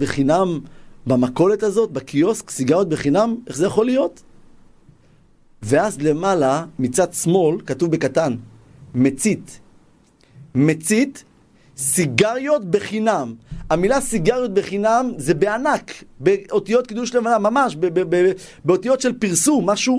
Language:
Hebrew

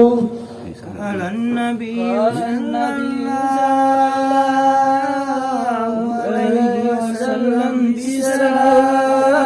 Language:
Makasar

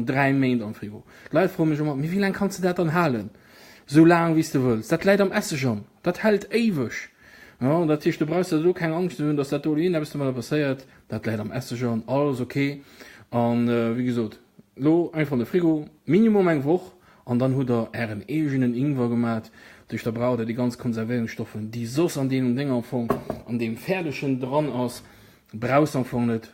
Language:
Luxembourgish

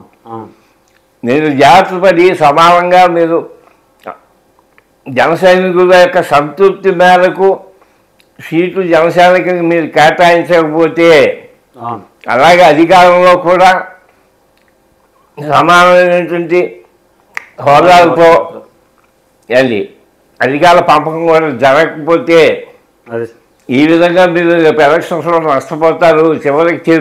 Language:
Telugu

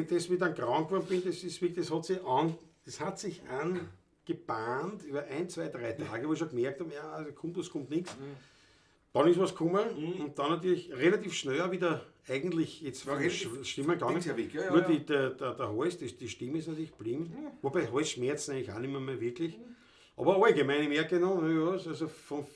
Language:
Bavarian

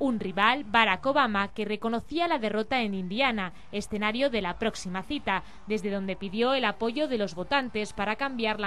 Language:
Spanish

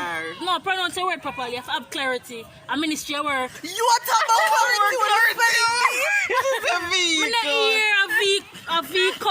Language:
Jamaican Creole English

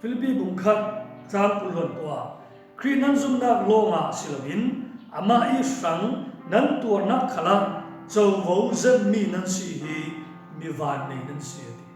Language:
Falam Chin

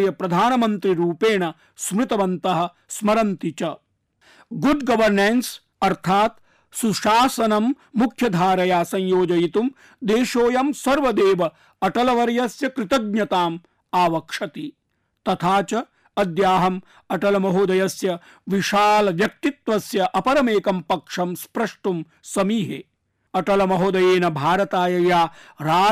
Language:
Sanskrit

